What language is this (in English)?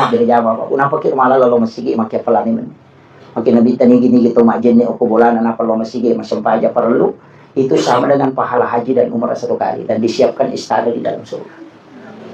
Buginese